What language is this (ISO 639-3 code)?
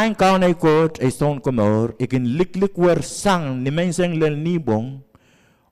pon